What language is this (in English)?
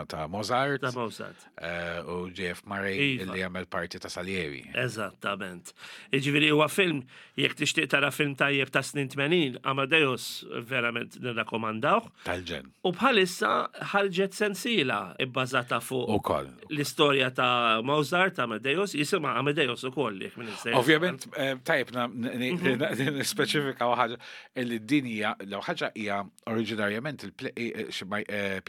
Maltese